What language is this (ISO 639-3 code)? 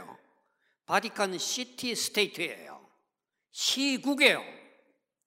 kor